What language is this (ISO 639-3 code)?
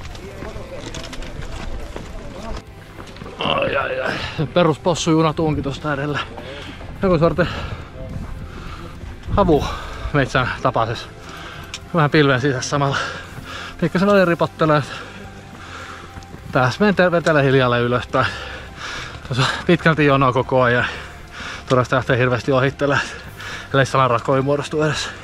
fin